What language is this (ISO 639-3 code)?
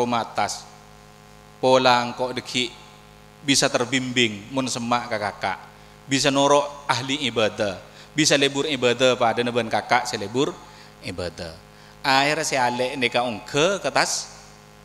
mad